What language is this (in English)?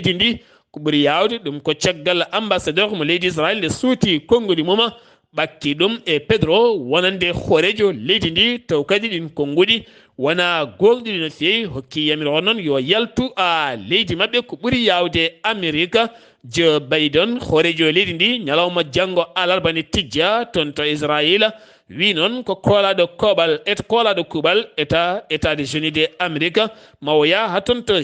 Fula